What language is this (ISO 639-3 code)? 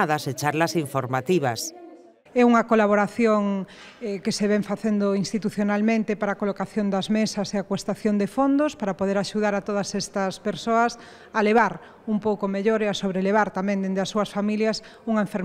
glg